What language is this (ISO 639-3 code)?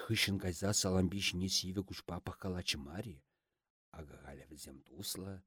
chv